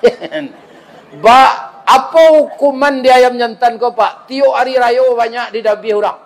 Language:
Minangkabau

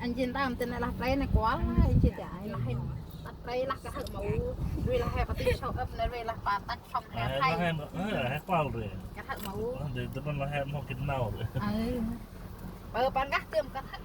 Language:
Central Mnong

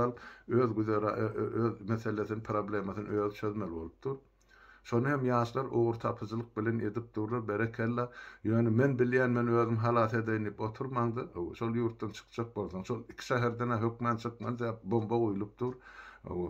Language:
Turkmen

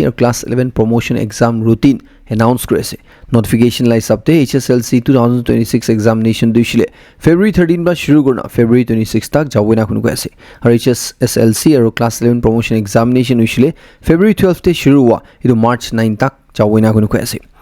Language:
Naga Pidgin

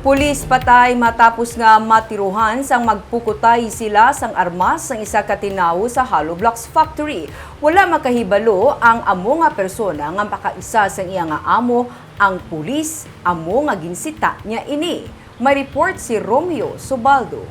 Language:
Hiligaynon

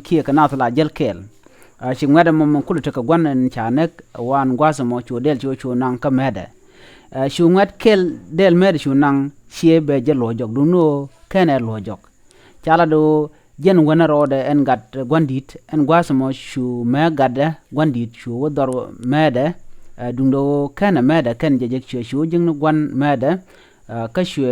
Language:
Nuer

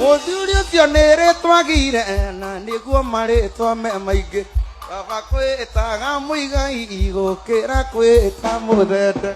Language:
Kikuyu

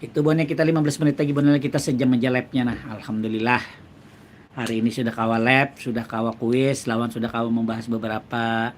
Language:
Banjar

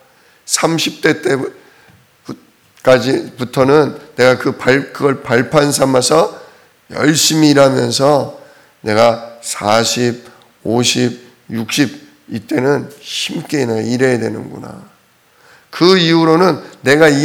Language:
Korean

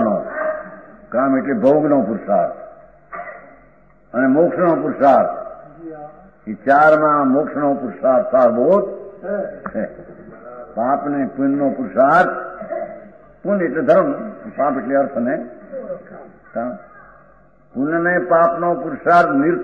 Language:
Gujarati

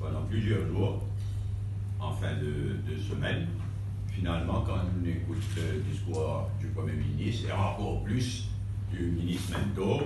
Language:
Morisyen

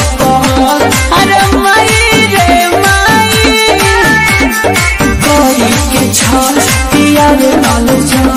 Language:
Bhojpuri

